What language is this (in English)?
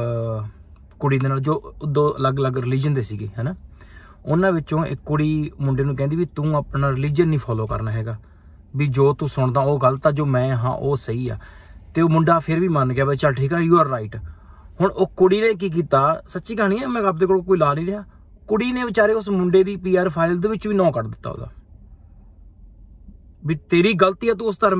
Punjabi